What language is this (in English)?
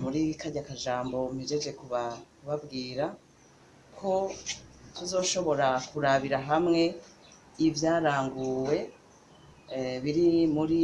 Rundi